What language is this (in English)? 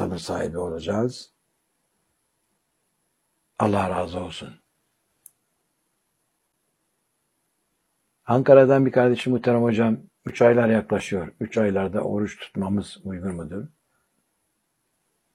Turkish